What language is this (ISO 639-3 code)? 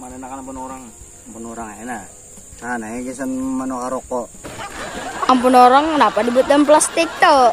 bjn